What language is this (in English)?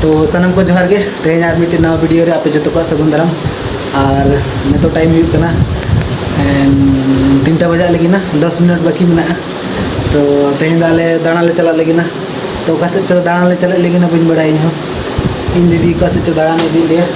Santali